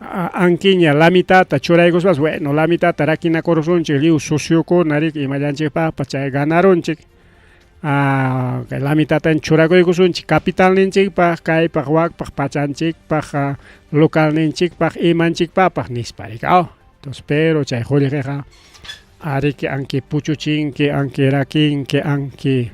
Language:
Ayacucho Quechua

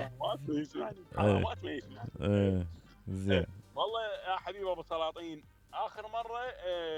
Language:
Mesopotamian Arabic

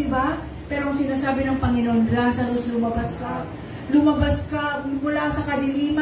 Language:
Filipino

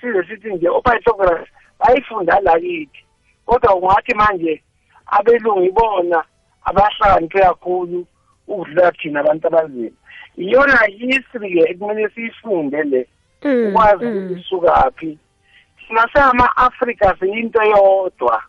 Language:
South Ndebele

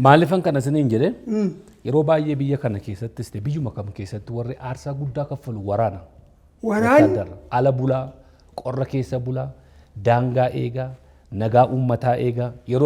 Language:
Oromo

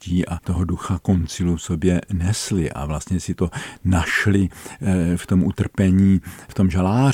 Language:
Czech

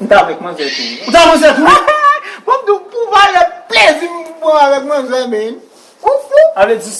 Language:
Haitian Creole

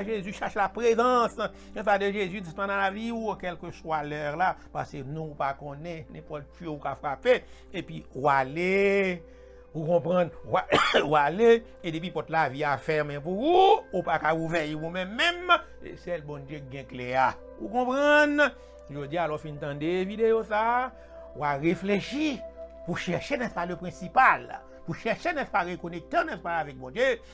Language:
Haitian Creole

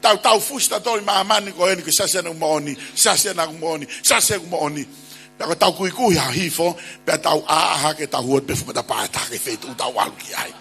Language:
Tongan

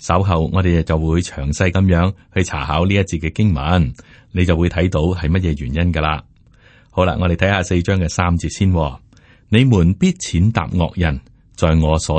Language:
Cantonese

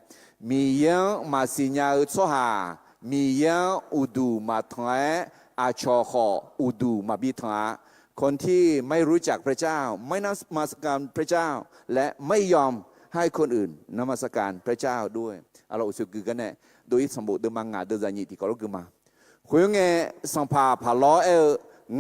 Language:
Akha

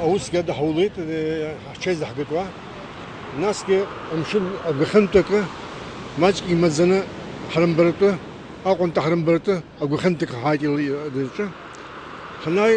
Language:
Abkhazian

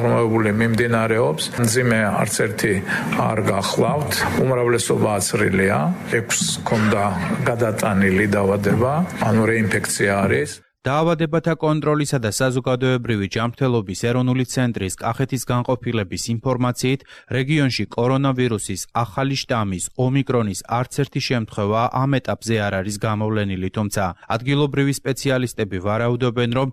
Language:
Georgian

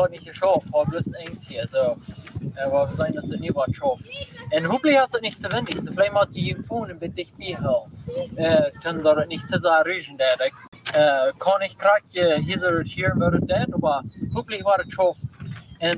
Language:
Plautdietsch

